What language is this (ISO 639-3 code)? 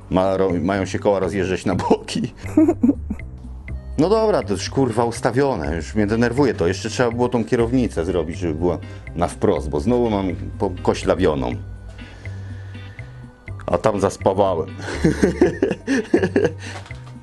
pol